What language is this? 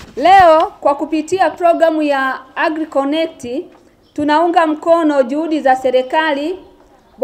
Swahili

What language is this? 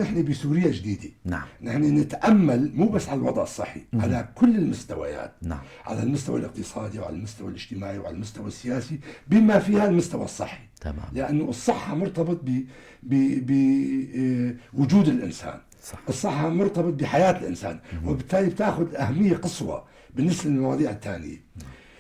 North Levantine Arabic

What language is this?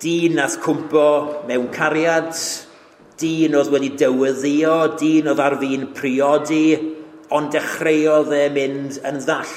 Welsh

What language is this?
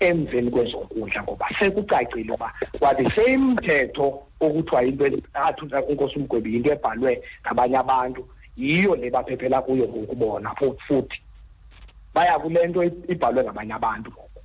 Xhosa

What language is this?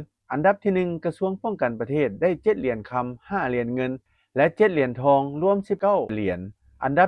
Lao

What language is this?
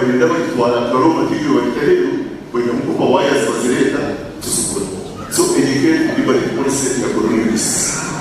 Nyankole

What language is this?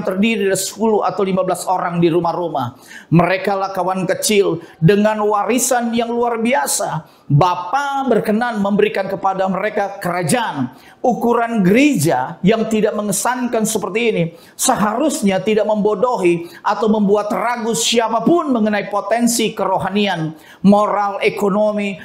Indonesian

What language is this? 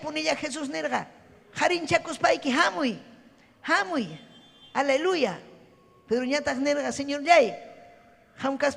Ayacucho Quechua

